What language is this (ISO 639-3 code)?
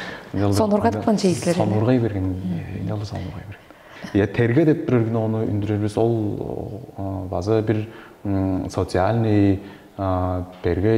tyv